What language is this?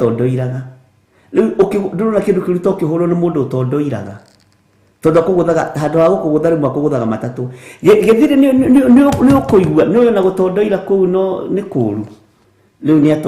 Kikuyu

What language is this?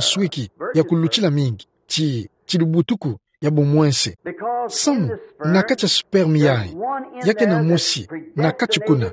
Kituba (Democratic Republic of Congo)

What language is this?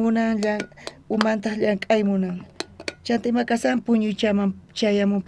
South Bolivian Quechua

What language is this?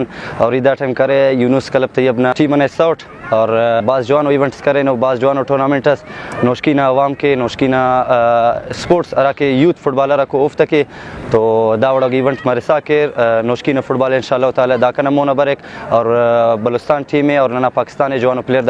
Brahui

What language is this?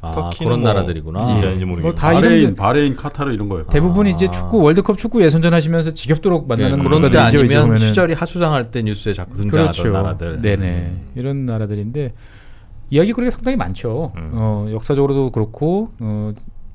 Korean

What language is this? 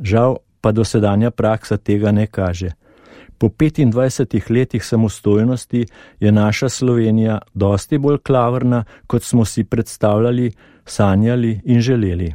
Slovenian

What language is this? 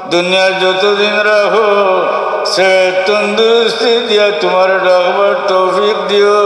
Sylheti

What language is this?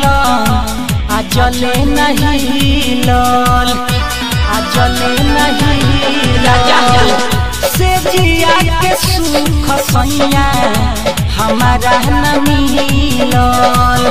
Bhojpuri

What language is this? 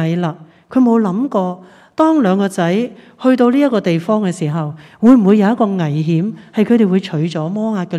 Cantonese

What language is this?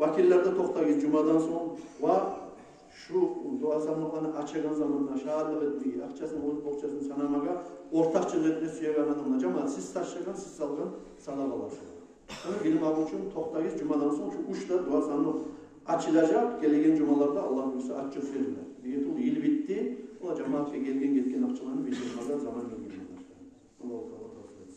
Kumyk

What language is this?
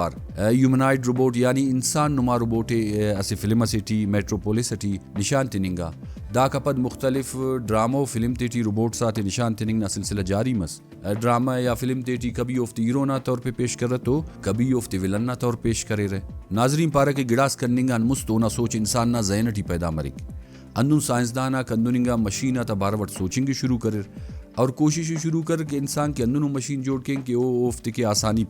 Brahui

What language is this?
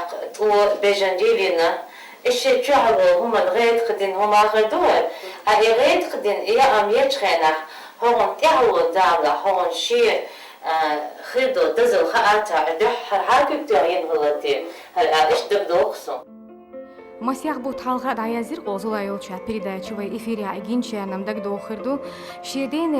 Chechen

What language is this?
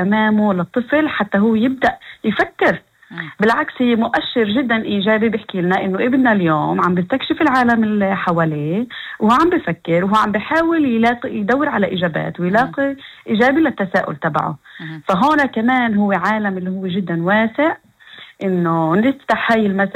North Levantine Arabic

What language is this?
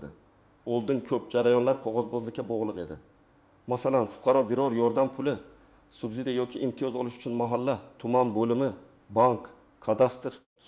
Uzbek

